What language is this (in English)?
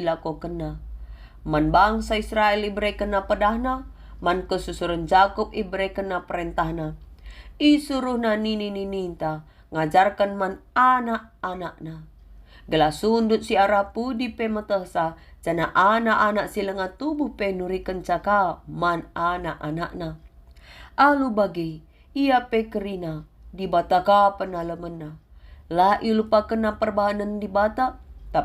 Batak Karo